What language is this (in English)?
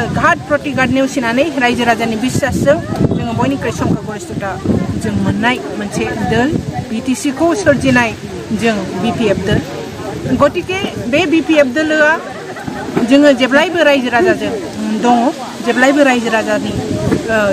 Bodo